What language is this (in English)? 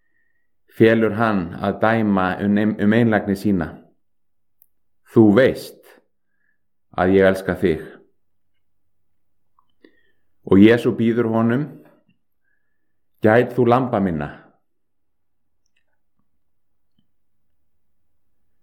Icelandic